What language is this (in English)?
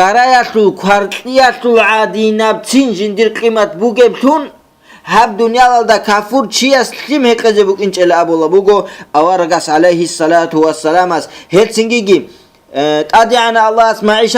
Avaric